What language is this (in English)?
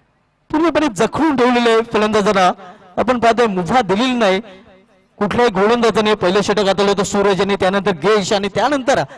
Marathi